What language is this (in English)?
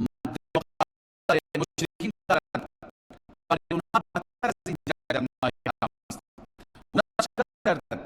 Persian